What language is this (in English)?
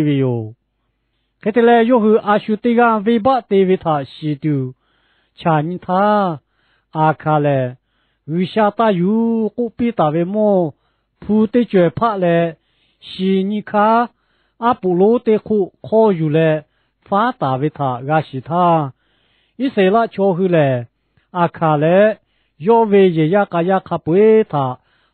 Lahu